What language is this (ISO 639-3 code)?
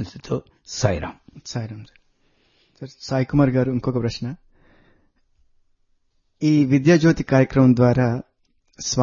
tel